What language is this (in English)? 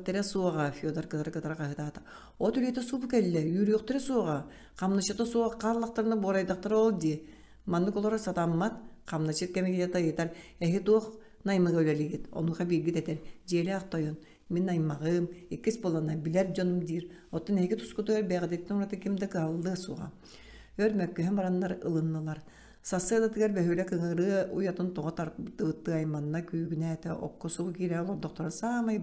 Yakut